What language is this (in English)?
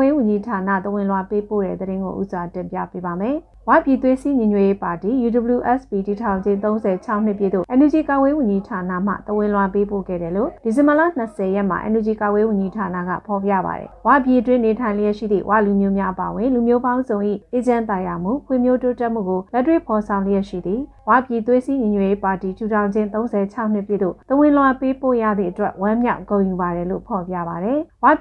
Burmese